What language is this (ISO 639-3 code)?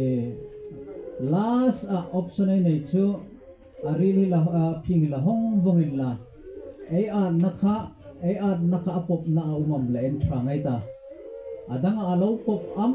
hmr